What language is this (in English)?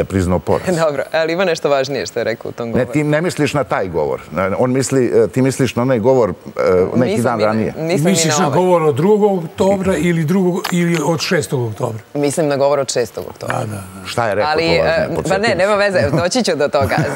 Serbian